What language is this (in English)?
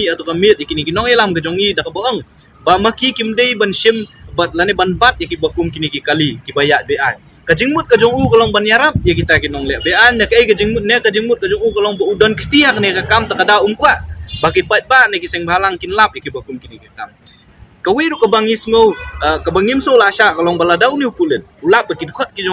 Khasi